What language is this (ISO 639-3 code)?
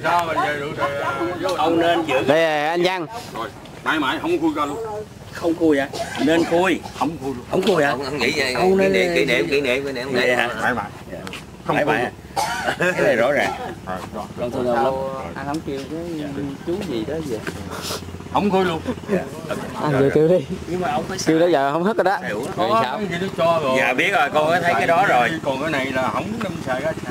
vie